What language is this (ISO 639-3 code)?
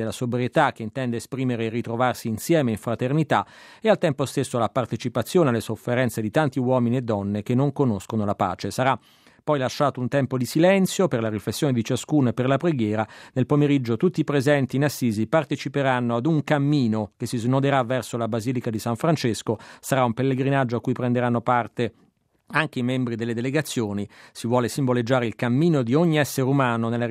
ita